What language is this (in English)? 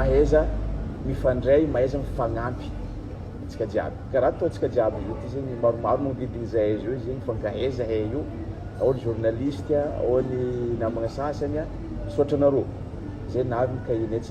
Malagasy